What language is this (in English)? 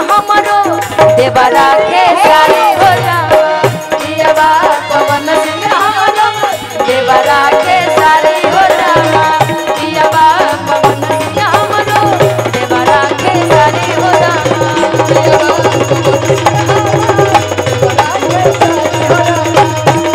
Bhojpuri